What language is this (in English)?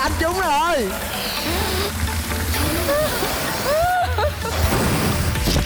Vietnamese